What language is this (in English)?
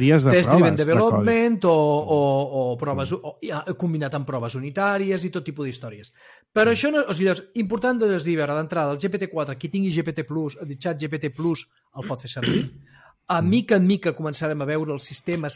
Catalan